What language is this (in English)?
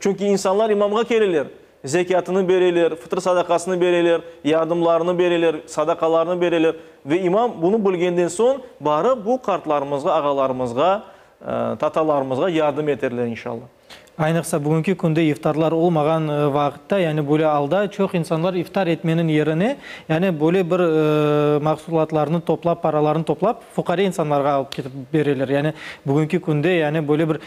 Crimean Tatar